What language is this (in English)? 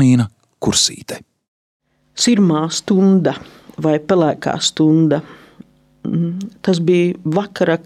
Latvian